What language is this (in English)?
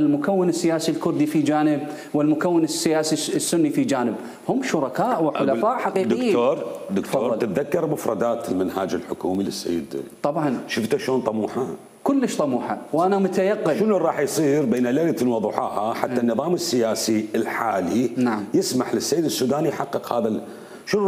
Mesopotamian Arabic